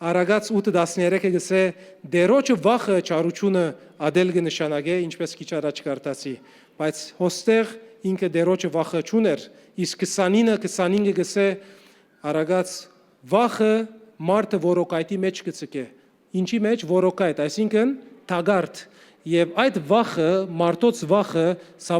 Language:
Western Armenian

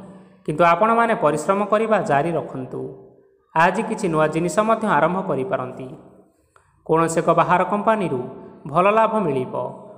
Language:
Odia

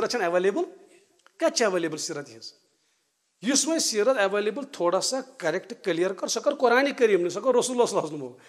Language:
Kashmiri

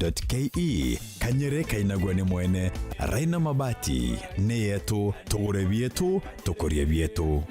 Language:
Meru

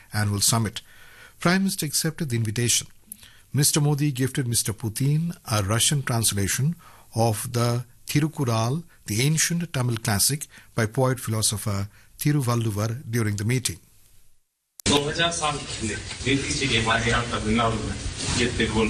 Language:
Tamil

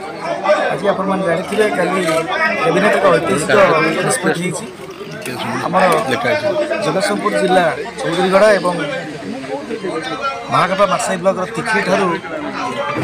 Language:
Odia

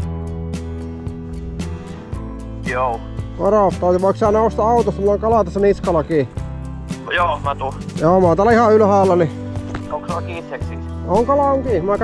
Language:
Finnish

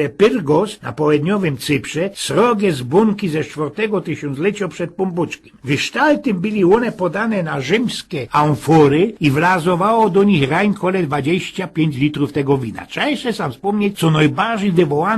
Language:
Silesian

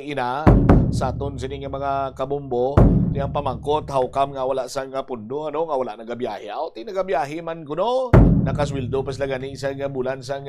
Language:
Hiligaynon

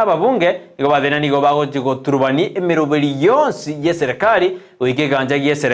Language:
Gusii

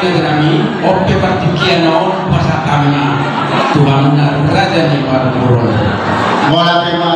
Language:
Batak Toba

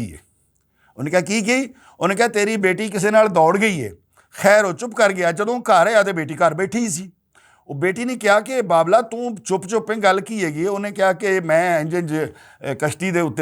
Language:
Western Panjabi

